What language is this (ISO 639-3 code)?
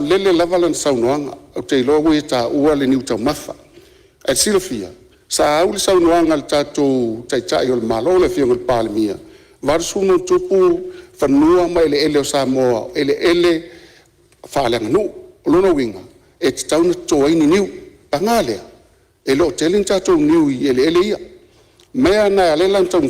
smo